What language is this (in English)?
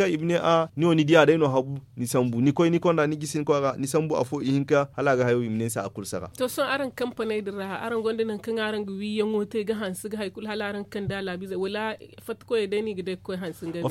Zarma